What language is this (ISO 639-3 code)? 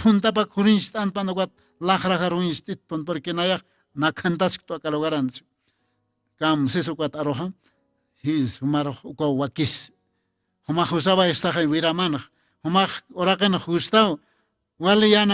aym